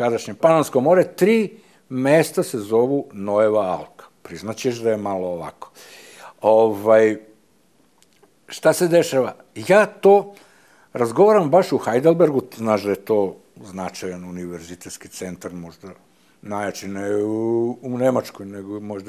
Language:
Serbian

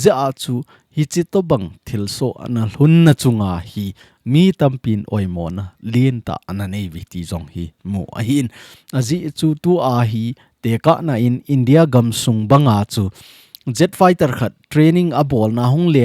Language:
Thado Chin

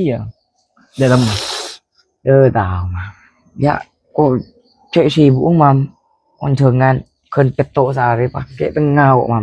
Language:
Madurese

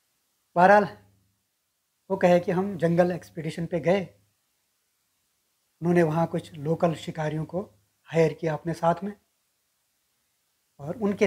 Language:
Hindi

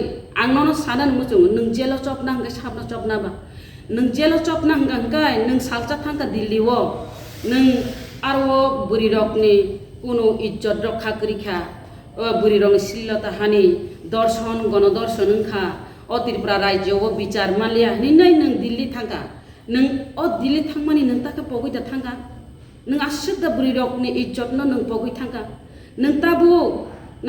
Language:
Kok Borok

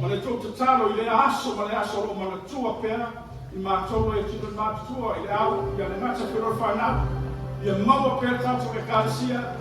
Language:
Samoan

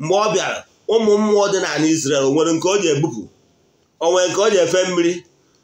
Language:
Igbo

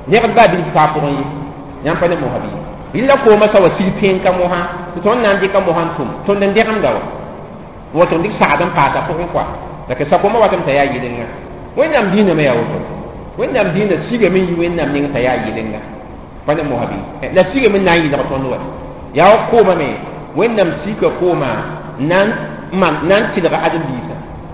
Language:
Mossi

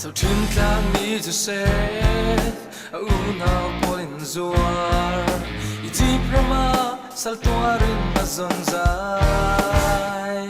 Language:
Falam Chin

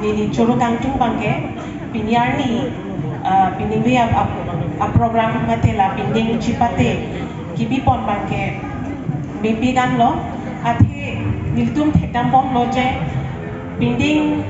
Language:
Karbi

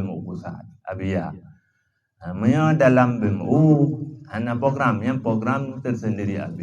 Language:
Achinese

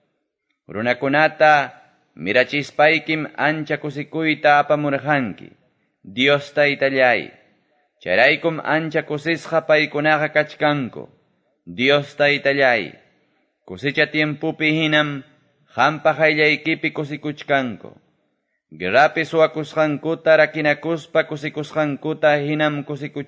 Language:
Quechua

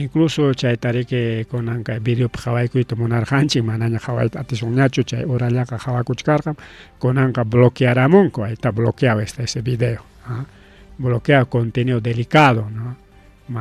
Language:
Ayacucho Quechua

